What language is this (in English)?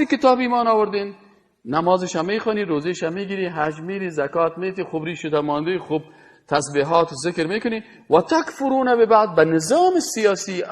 Persian